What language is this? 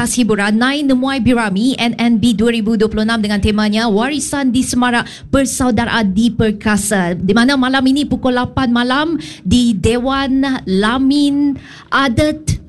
Malay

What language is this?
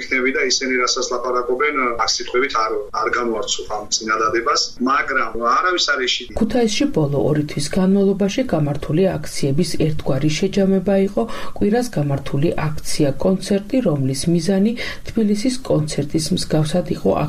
Georgian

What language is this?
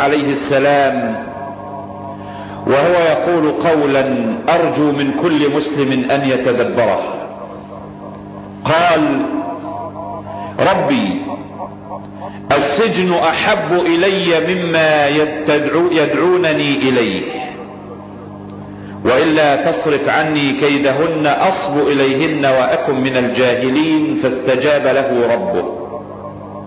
Arabic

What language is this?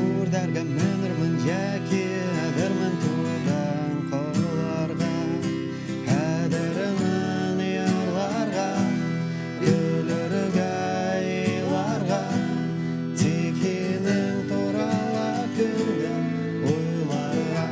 Bashkir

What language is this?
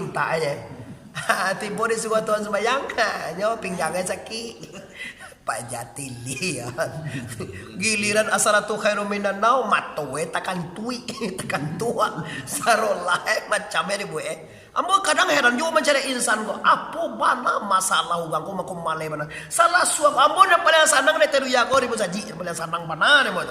Minangkabau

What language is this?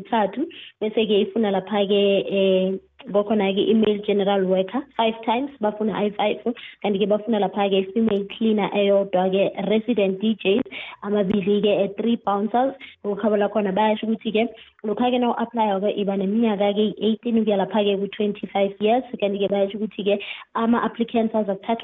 South Ndebele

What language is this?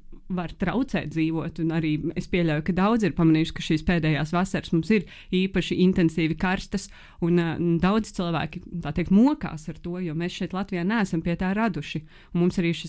Latvian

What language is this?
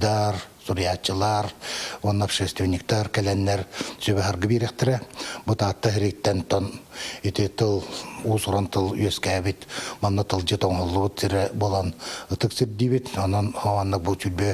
Yakut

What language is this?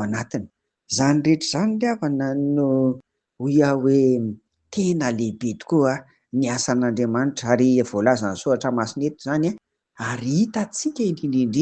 Malagasy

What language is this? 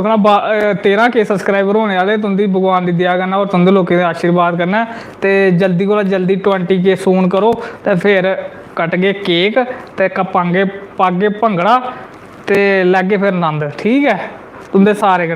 Dogri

